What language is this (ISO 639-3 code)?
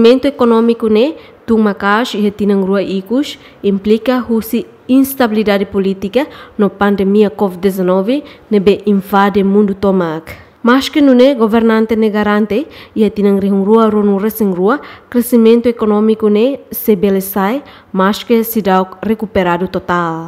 tet